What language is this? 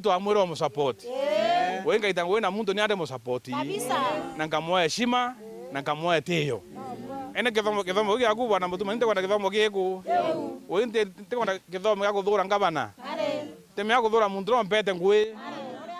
Meru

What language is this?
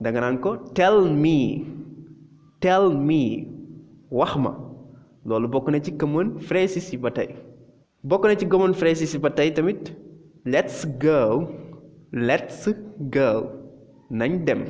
Wolof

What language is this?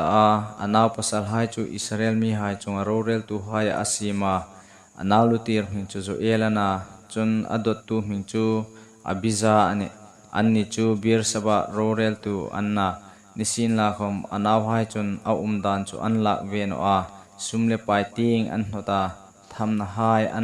Hmar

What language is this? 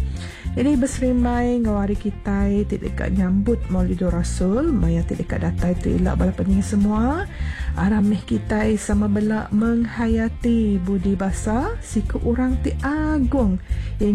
Iban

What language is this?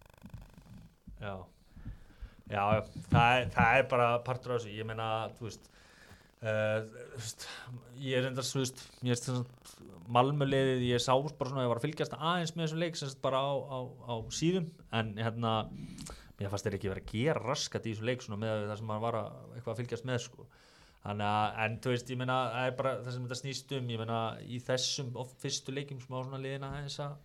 Icelandic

